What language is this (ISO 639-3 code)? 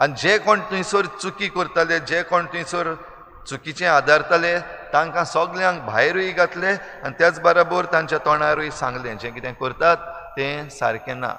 kok